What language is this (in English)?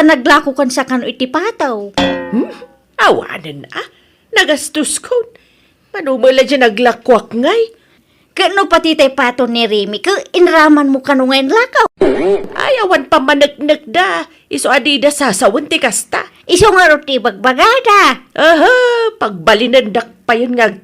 Iloko